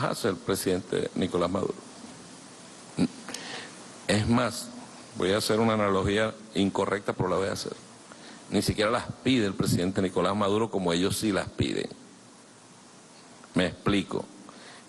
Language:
Spanish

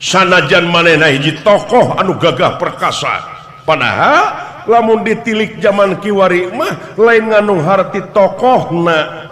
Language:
Sundanese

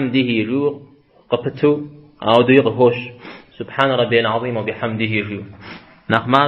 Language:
Kabardian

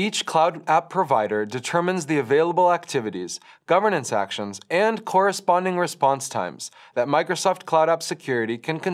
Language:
English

